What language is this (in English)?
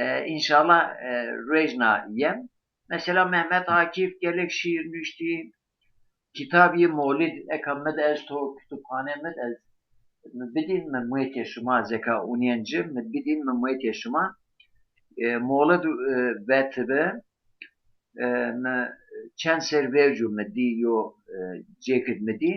Zaza